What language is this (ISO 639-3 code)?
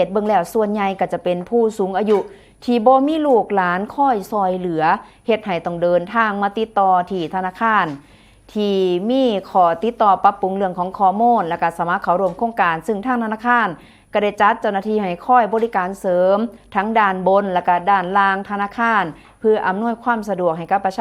lao